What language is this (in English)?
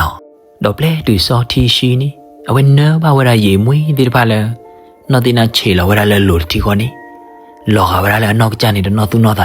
S'gaw Karen